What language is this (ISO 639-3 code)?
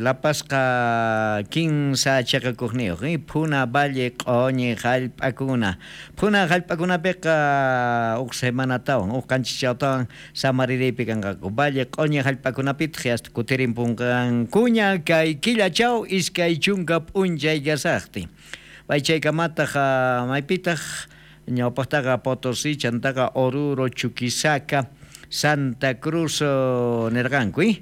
quh